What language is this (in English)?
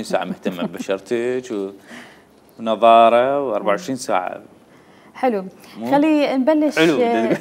Mesopotamian Arabic